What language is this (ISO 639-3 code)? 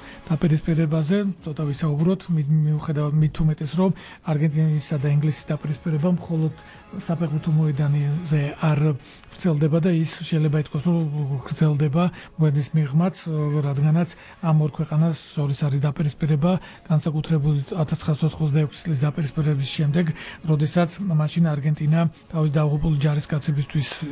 kat